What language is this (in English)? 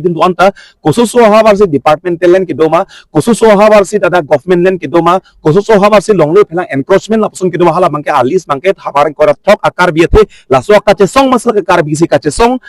Karbi